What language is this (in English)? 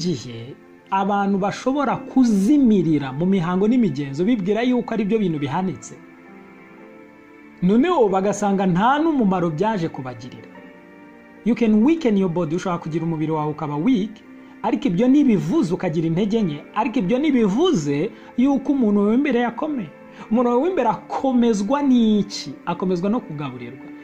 Kinyarwanda